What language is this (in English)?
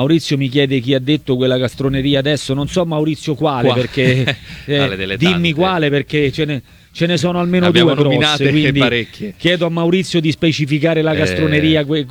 Italian